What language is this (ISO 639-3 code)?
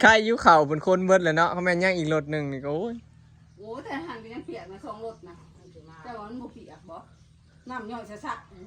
tts